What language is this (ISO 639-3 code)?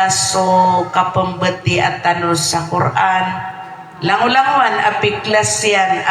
mrw